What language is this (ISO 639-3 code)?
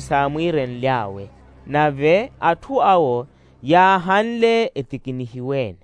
vmw